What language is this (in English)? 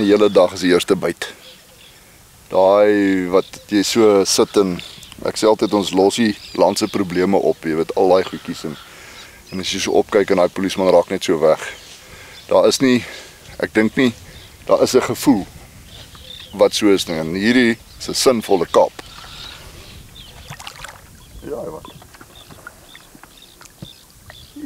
Afrikaans